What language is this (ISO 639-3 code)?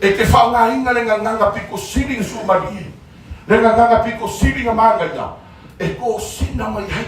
smo